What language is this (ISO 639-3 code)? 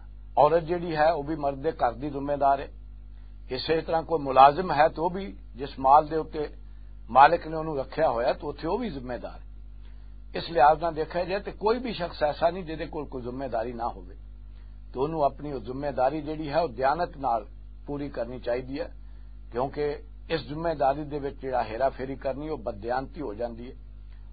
lah